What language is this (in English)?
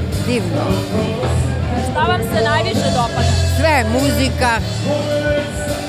Serbian